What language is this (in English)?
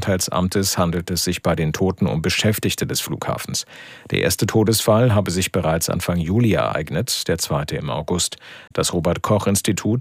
German